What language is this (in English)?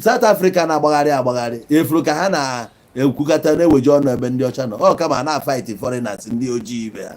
Igbo